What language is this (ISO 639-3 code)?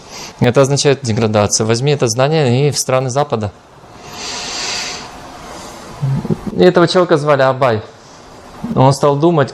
rus